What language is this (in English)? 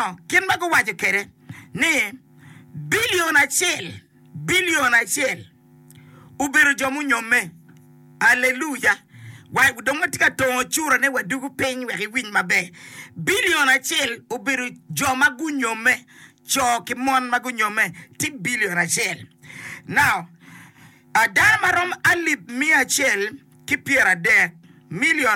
Acoli